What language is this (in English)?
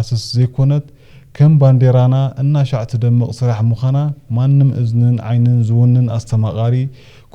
Tigrinya